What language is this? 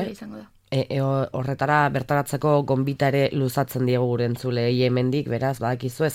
Basque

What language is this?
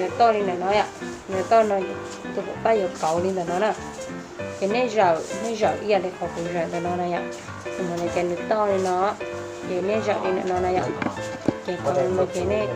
Hmong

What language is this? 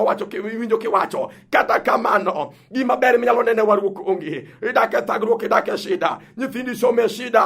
Luo (Kenya and Tanzania)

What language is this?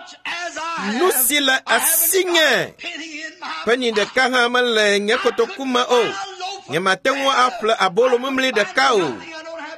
Ewe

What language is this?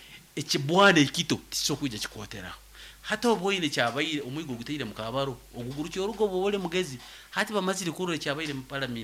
Nyoro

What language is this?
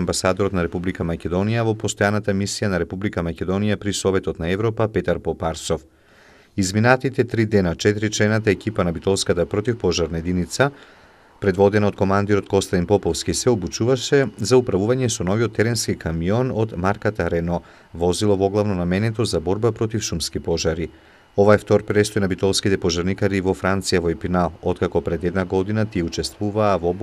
Macedonian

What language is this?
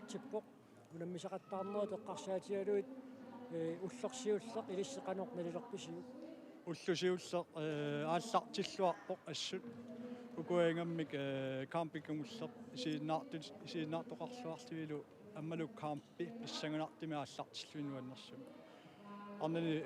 Kalaallisut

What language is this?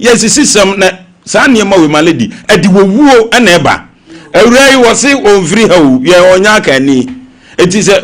Akan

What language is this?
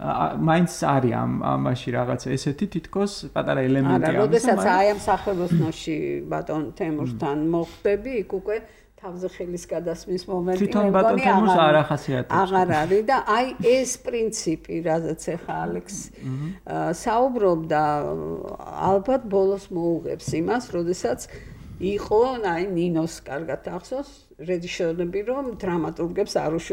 Georgian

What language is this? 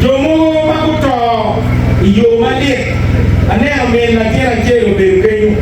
Acoli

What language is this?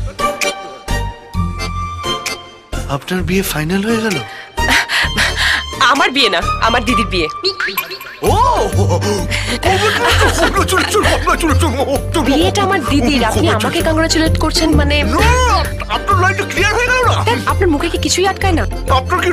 Bangla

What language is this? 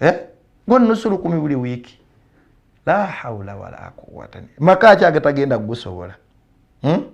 Ganda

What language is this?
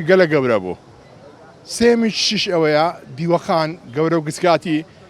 Central Kurdish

